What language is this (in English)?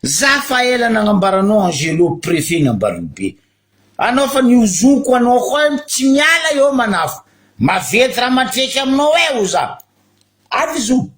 Malagasy